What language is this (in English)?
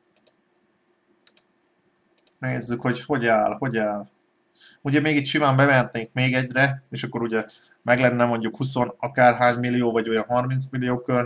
Hungarian